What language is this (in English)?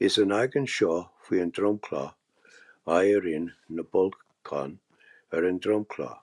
Irish